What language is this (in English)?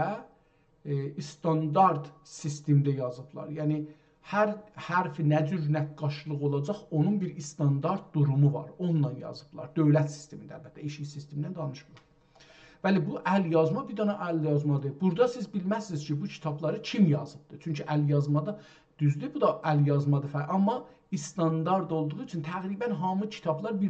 South Azerbaijani